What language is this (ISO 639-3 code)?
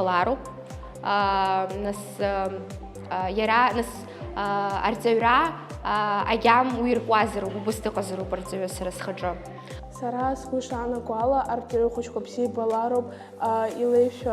abk